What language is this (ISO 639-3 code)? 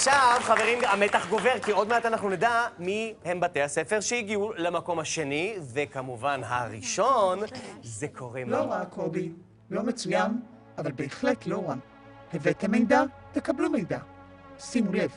heb